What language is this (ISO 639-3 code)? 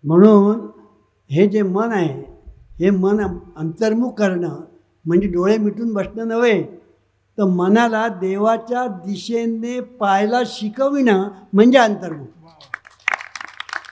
mar